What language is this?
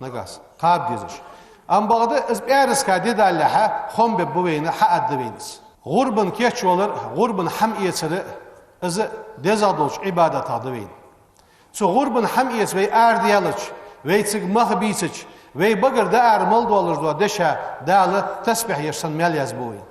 Ingush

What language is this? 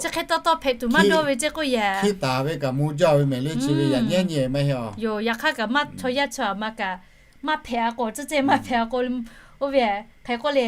Lahu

